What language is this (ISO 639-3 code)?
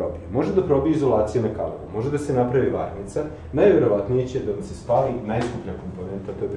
srp